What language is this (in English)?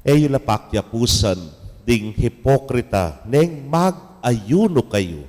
Pampanga